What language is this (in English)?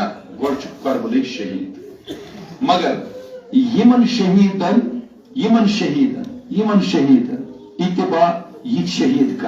Kashmiri